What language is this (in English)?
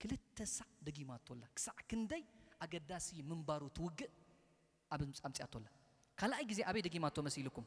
Tigrinya